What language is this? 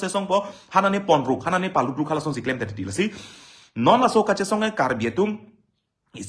Karbi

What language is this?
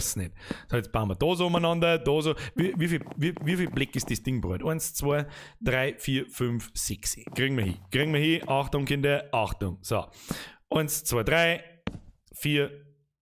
Bavarian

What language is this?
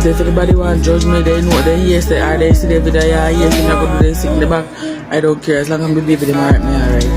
Jamaican Creole English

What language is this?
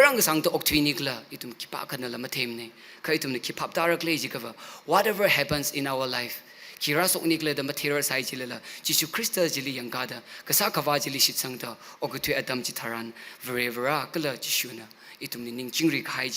Tangkhul Naga (India)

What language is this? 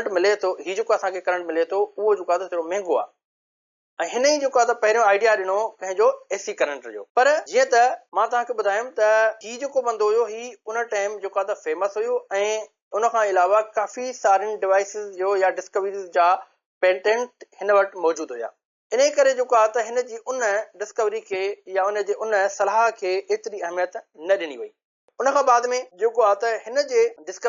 Sindhi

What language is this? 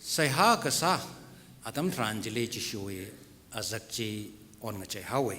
Tangkhul Naga (India)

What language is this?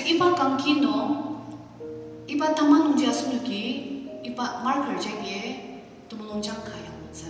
Ao Naga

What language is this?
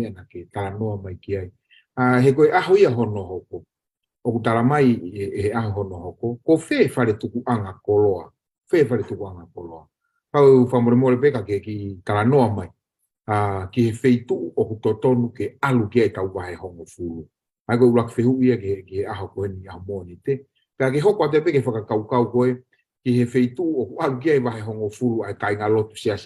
Tongan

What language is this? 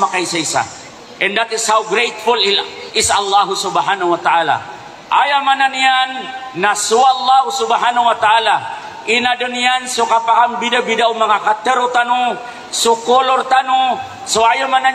Maranao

